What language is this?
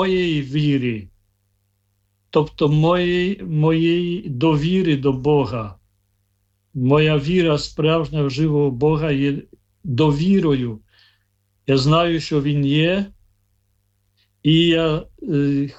Ukrainian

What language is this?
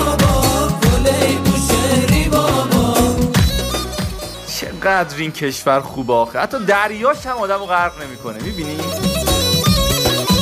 Persian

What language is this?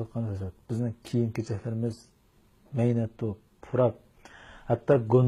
Uyghur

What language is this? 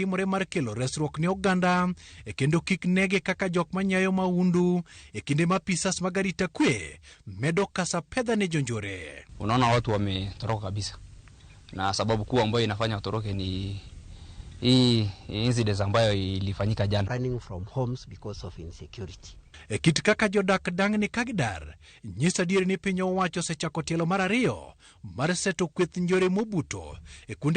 Luo (Kenya and Tanzania)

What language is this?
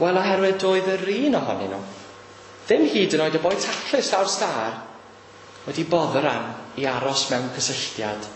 Welsh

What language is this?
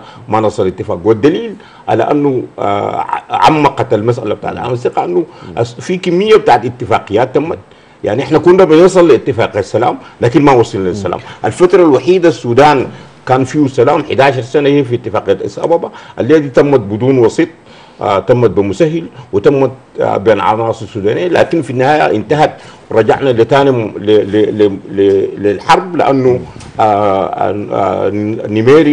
Sudanese Arabic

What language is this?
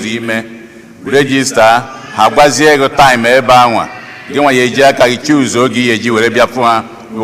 Igbo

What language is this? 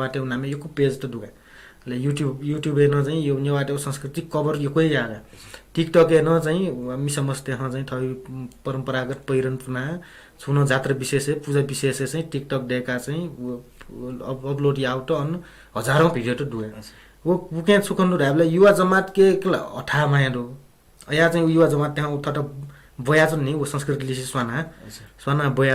Newari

